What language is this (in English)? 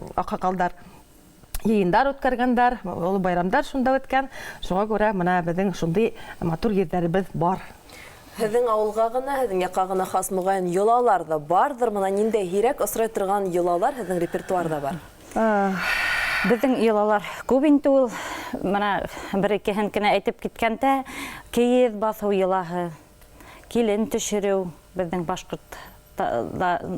Bashkir